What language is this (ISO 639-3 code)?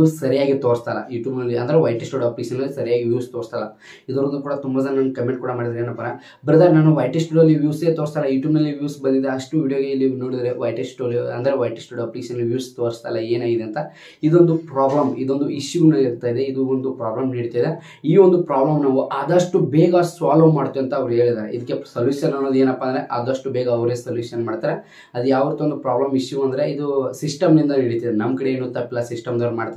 kan